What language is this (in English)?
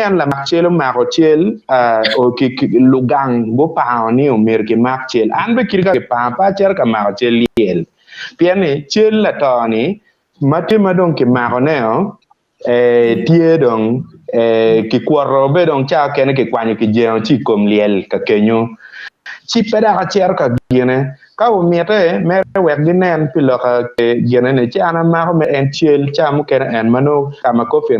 Acoli